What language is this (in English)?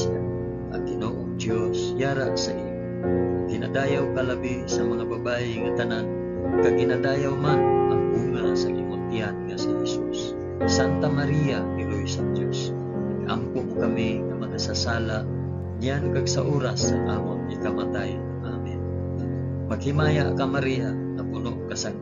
Hiligaynon